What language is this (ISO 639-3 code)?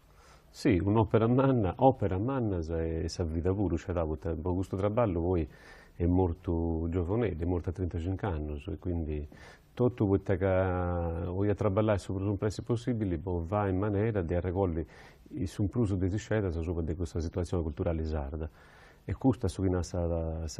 srd